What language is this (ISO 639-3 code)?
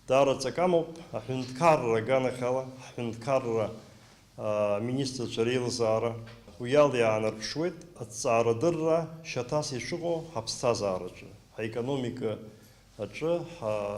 abk